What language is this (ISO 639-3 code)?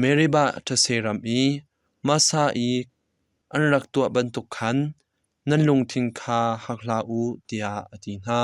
cnh